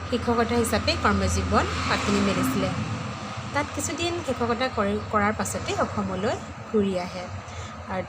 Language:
Assamese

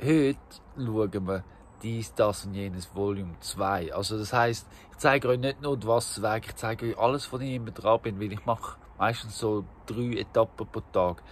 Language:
Swiss German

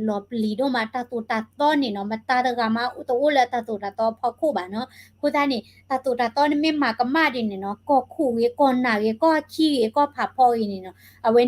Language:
S'gaw Karen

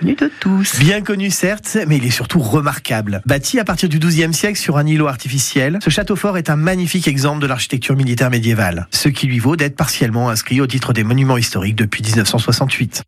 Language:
French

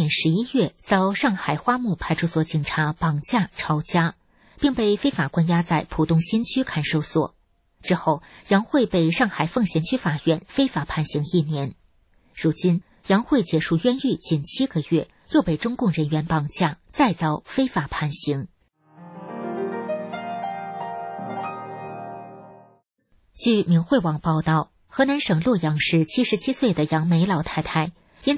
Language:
Chinese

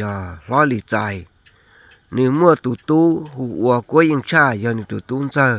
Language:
Hmong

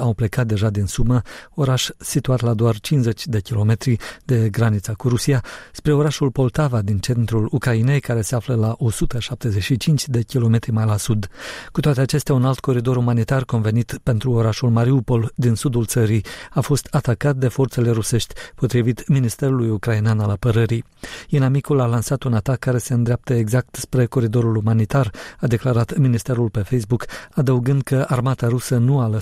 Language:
Romanian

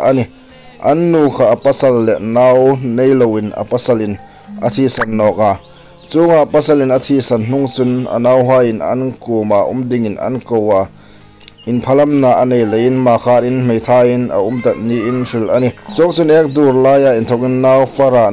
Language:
Hmar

